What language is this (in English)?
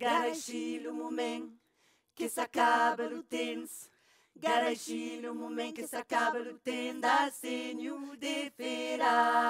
Occitan